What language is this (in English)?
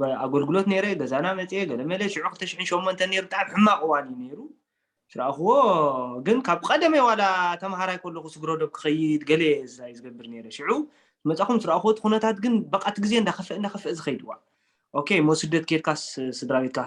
Tigrinya